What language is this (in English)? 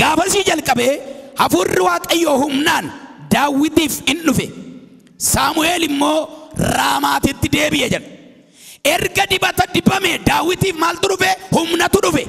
Oromo